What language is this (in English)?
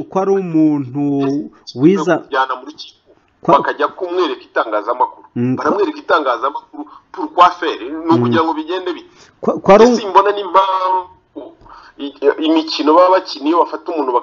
Kinyarwanda